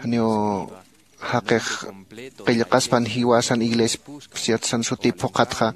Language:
Aymara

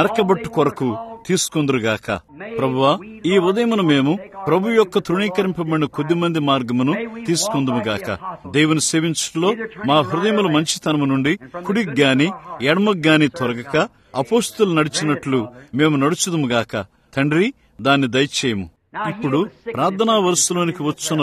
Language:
Telugu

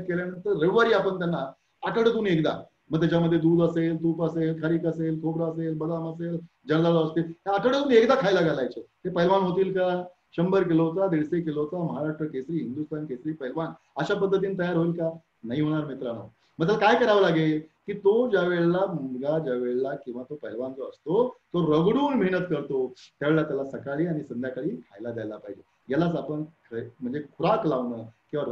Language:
Marathi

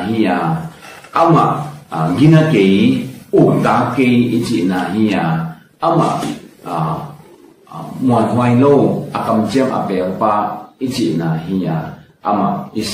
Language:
Tedim Chin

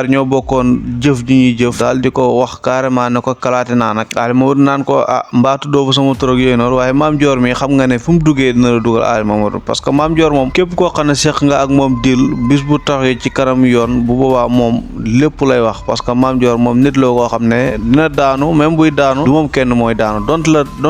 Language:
Wolof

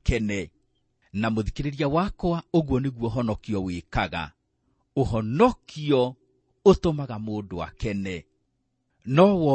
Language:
Kikuyu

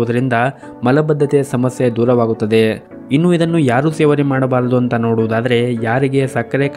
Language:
Kannada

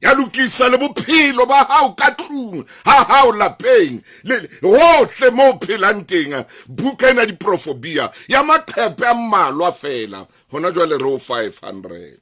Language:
Southern Sotho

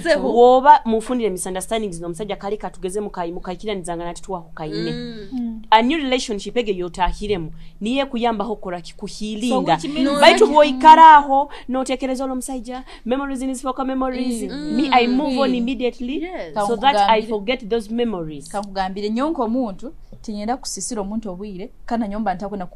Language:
Nyoro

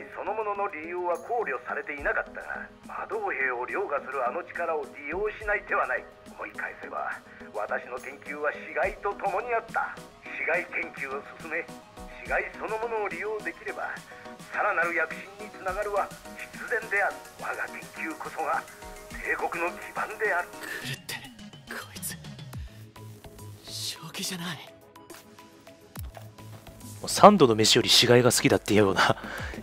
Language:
Japanese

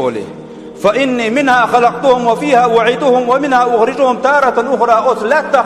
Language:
Chechen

